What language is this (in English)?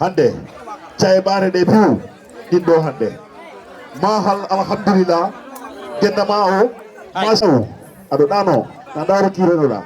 Fula